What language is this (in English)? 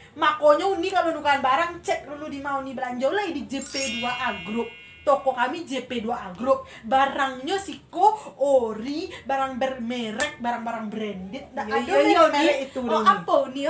Minangkabau